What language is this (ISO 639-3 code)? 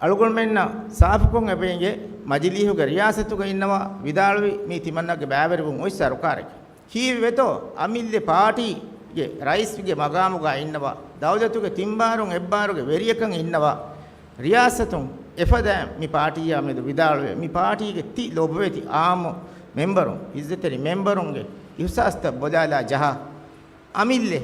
div